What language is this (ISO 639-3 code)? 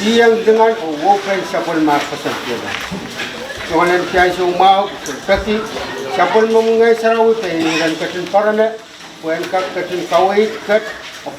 pon